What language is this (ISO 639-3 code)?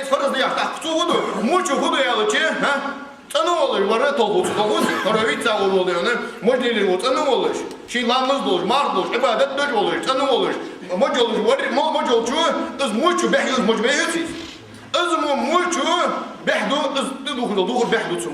inh